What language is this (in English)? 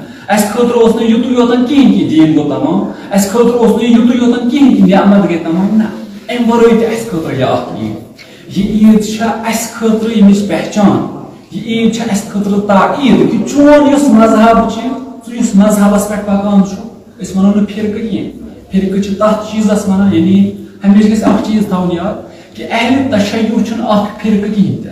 Kashmiri